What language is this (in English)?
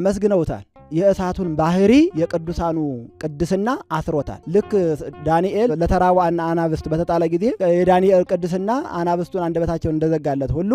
Amharic